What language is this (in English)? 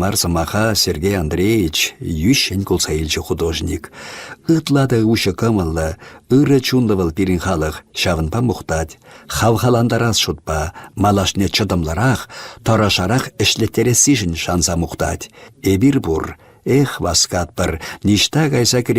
Chuvash